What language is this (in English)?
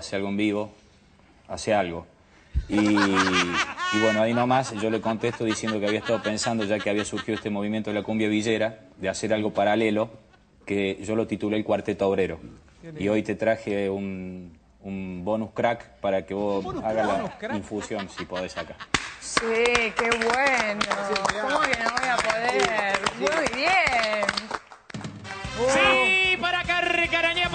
Spanish